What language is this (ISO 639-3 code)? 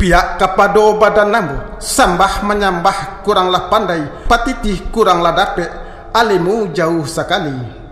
min